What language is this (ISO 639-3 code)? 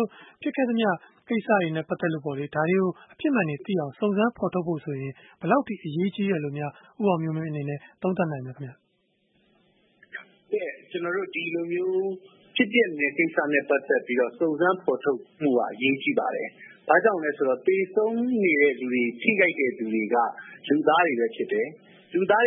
mya